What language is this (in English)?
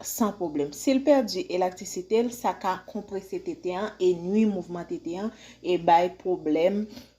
Haitian Creole